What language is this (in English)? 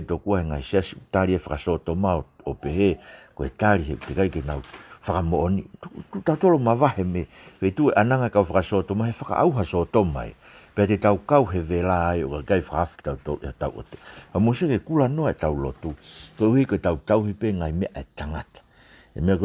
Tongan